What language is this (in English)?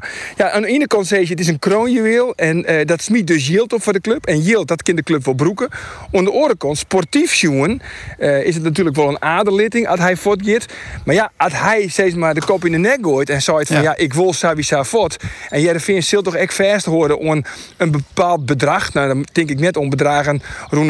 Western Frisian